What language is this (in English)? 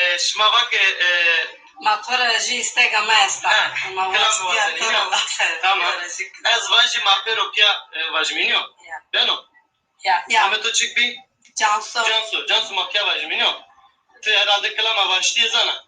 Zaza